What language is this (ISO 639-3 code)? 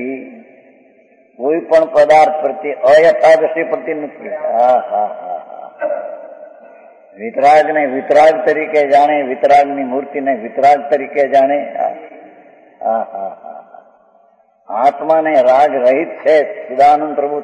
guj